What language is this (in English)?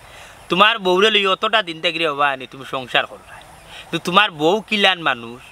Sylheti